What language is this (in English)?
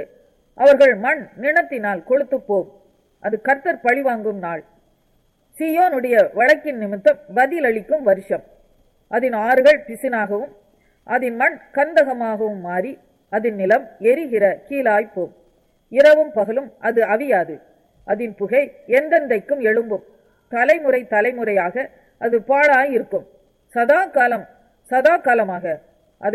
Tamil